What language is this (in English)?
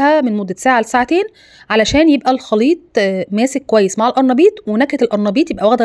Egyptian Arabic